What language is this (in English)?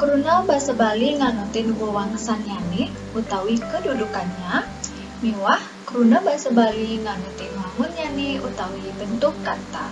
Balinese